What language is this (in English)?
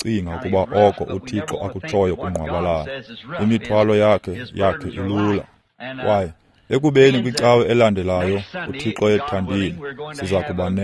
Xhosa